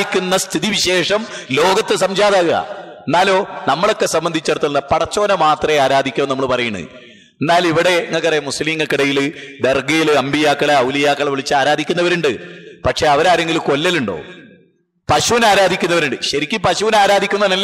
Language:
Malayalam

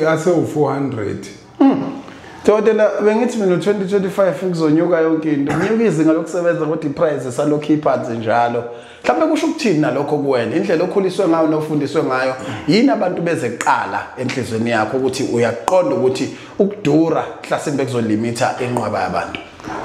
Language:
Zulu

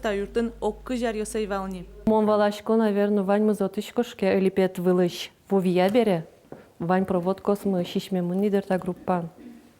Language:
Udmurt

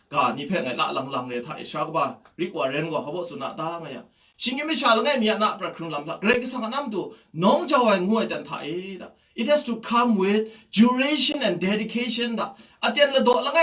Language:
Kachin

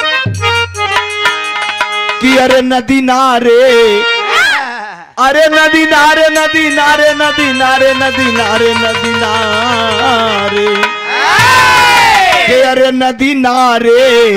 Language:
Bhojpuri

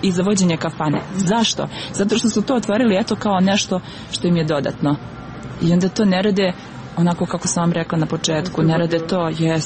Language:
Serbian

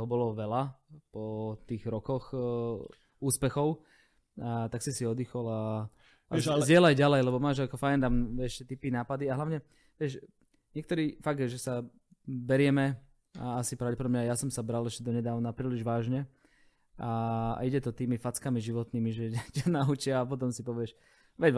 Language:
Slovak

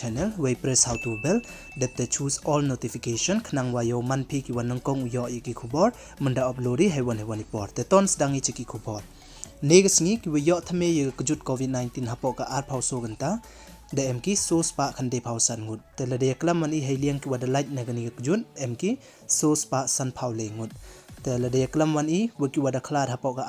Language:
Pnar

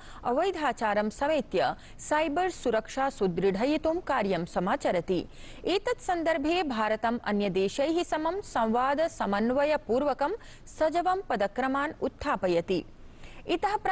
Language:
Sanskrit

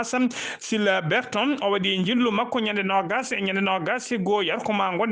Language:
Fula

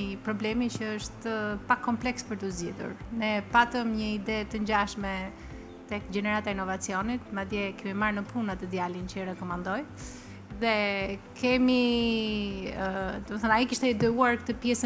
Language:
Albanian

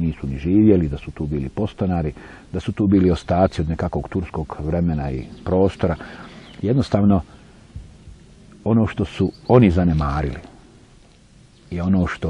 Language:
Bosnian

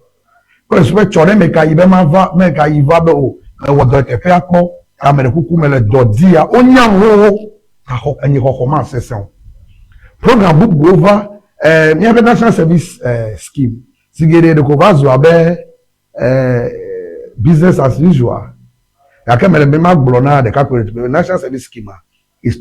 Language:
Ewe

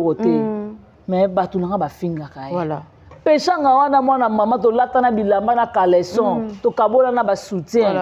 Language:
Lingala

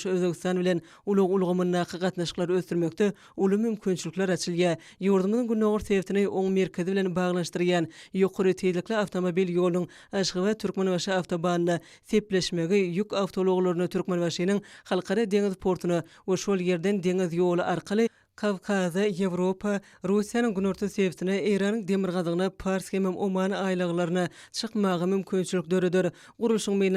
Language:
Turkmen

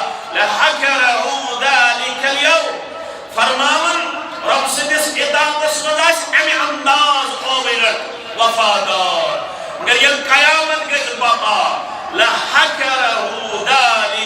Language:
Kashmiri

